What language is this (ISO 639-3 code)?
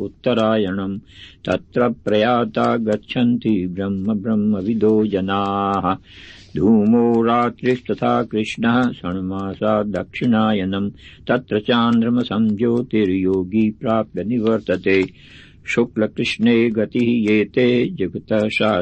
san